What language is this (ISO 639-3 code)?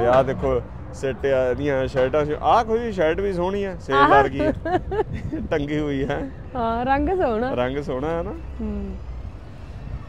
pan